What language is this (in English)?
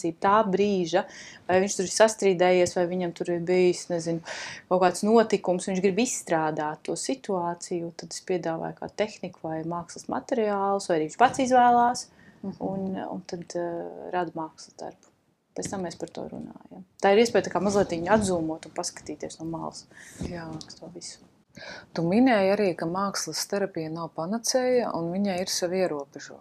Latvian